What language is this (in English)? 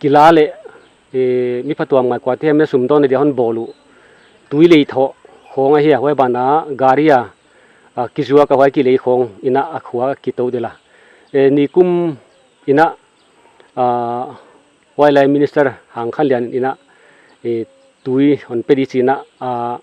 Paite Chin